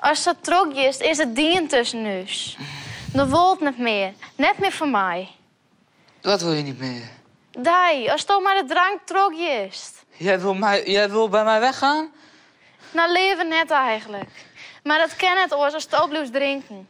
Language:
Western Frisian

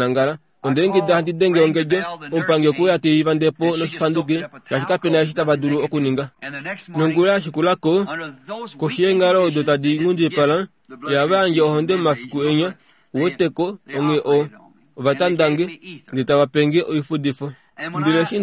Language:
Kuanyama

